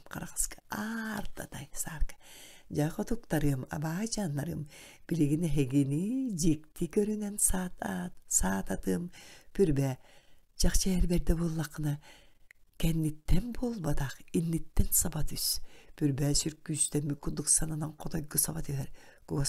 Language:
Yakut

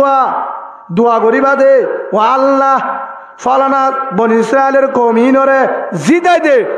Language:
Rohingya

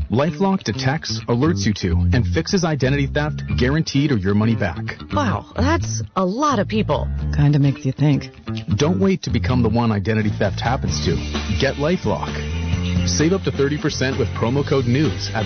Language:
English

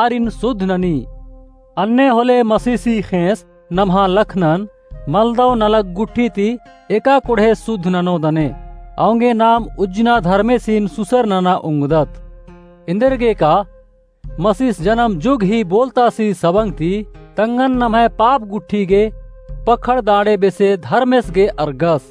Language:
Kurukh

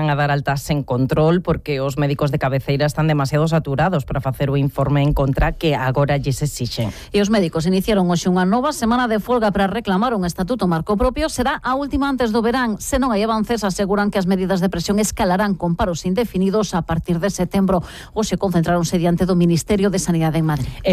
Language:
Galician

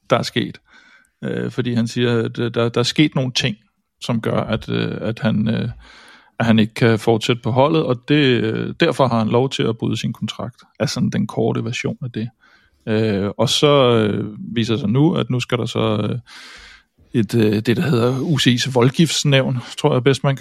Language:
Danish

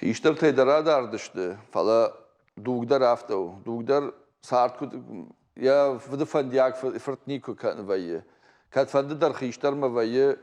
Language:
Ossetic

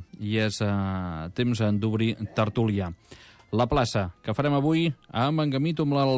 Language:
Catalan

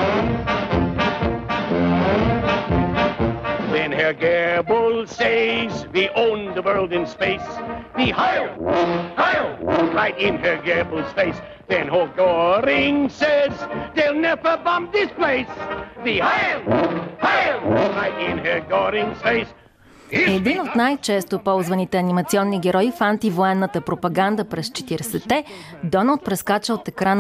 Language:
Bulgarian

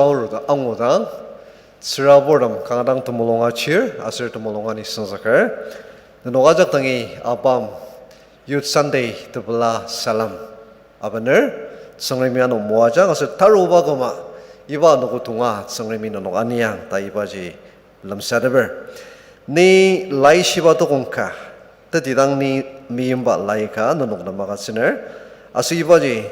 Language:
Ao Naga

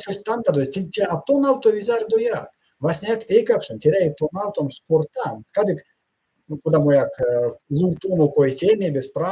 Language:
Erzya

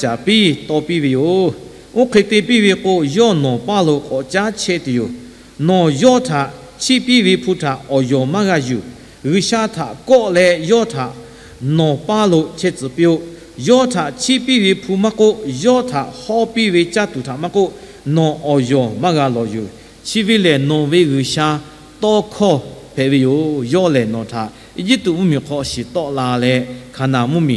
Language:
Lahu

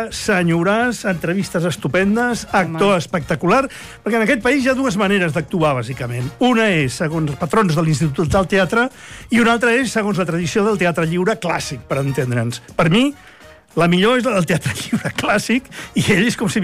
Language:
Catalan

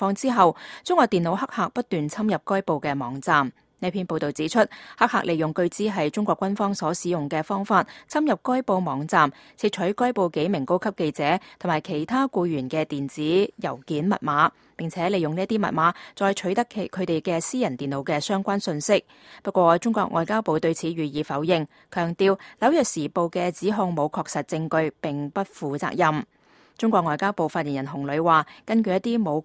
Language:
Cantonese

